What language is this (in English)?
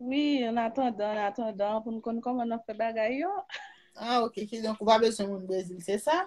Haitian Creole